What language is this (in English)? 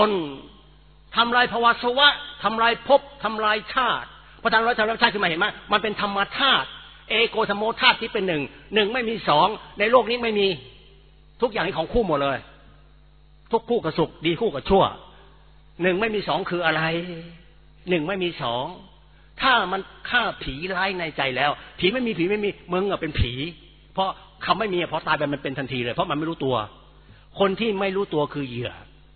Thai